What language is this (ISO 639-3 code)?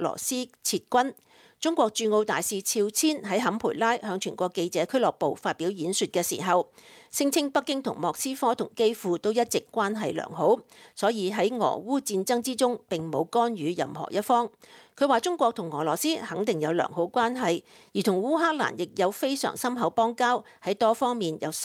yue